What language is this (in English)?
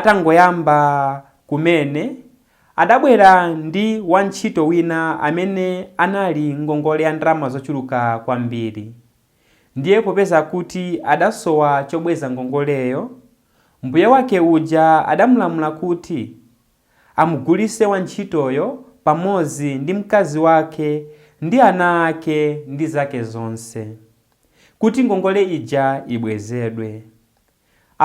Nyanja